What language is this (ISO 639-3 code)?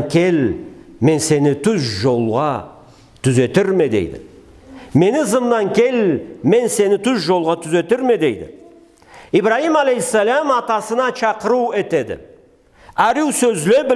krc